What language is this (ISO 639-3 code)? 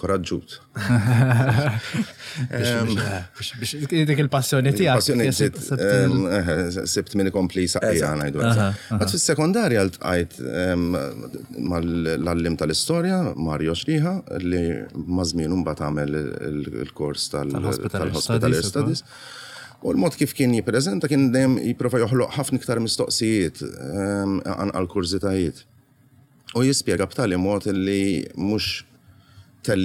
mlt